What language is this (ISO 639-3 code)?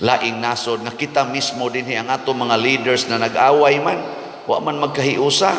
ceb